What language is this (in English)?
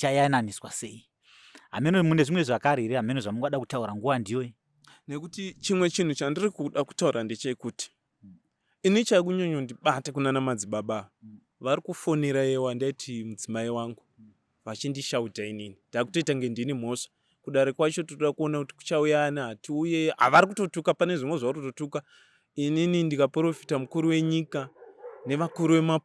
Shona